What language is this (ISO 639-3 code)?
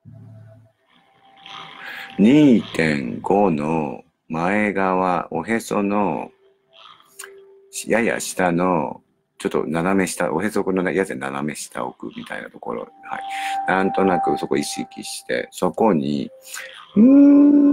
jpn